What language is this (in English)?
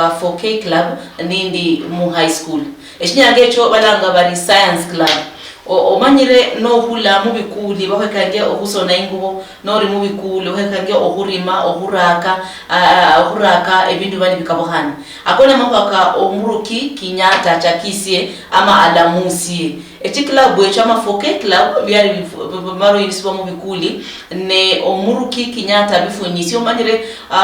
Luyia